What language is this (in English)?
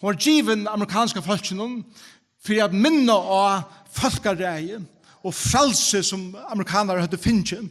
Faroese